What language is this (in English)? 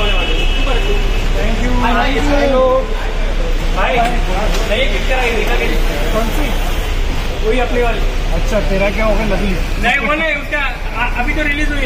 Hindi